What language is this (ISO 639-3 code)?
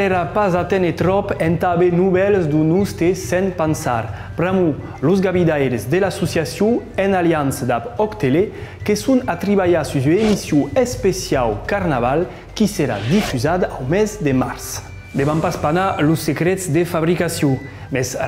oci